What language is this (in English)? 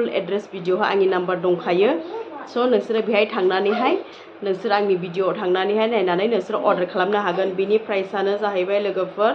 Bodo